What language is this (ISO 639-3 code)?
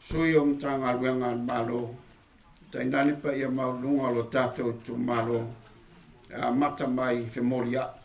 smo